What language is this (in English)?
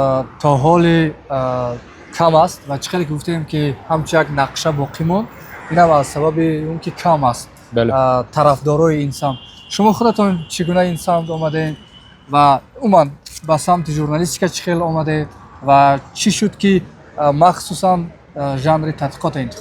Tajik